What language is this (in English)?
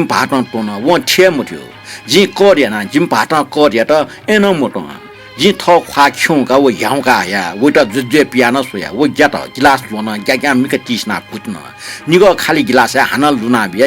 Newari